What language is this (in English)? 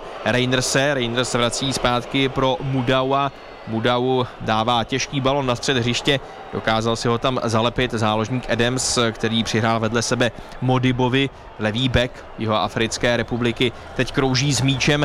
Czech